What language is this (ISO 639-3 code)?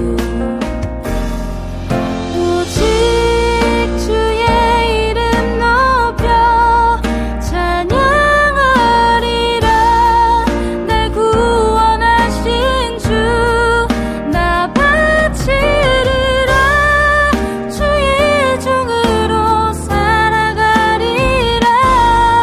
kor